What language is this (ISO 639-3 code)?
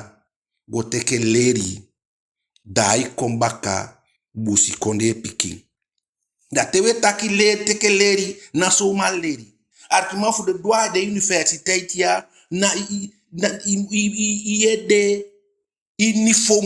djk